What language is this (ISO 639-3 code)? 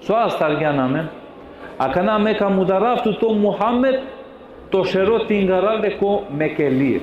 rmn